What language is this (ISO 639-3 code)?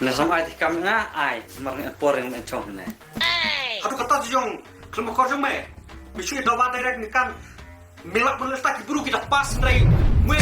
kha